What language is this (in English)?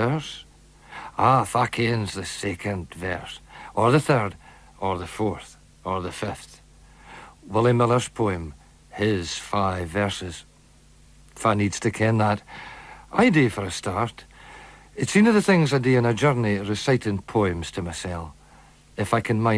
Scots